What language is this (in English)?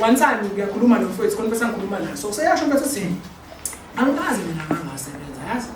Zulu